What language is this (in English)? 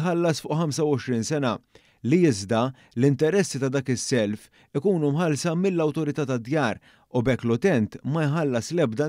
Maltese